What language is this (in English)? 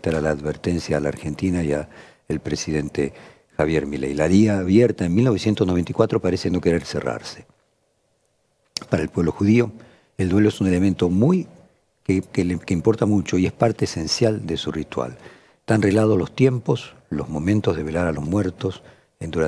Spanish